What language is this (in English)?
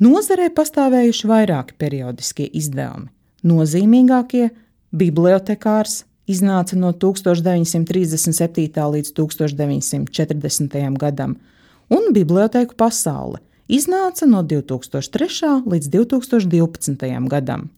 Latvian